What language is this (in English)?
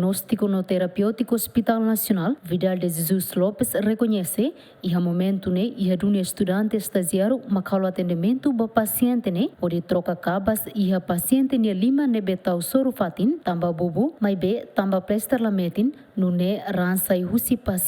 Tetum